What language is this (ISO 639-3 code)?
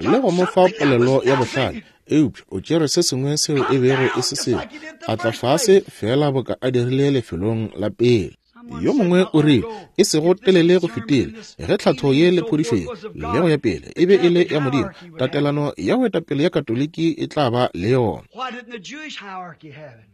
nso